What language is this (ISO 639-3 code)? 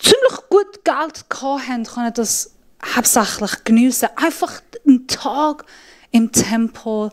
gsw